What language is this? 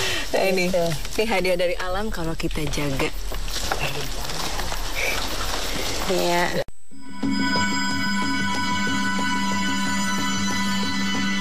Indonesian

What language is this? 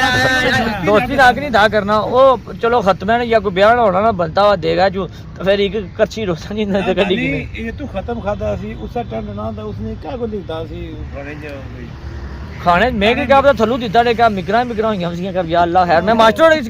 Pahari-Potwari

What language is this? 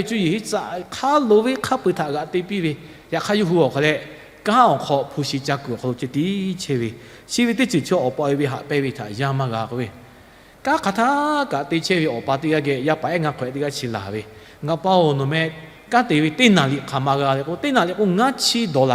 Lahu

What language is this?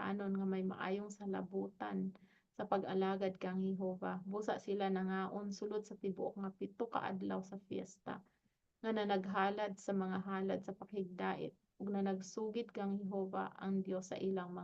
Cebuano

